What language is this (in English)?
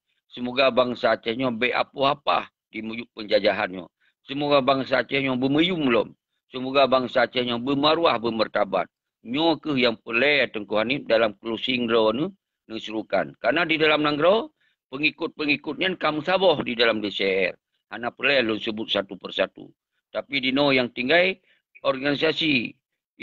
Achinese